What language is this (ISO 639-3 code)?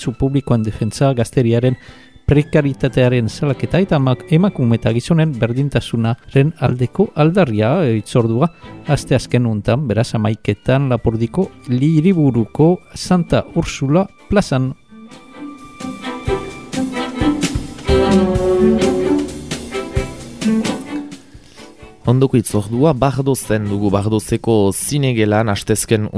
eus